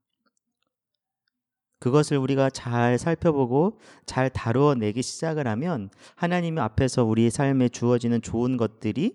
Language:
Korean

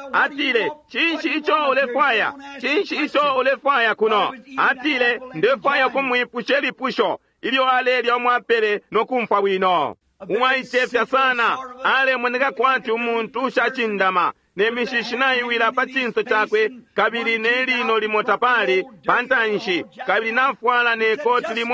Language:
Bemba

